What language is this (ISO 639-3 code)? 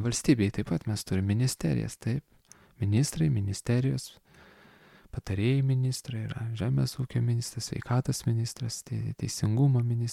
lit